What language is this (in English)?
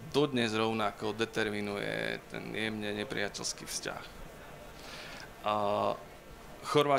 Slovak